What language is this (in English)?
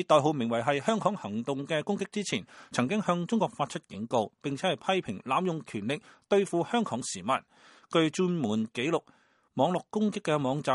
Cantonese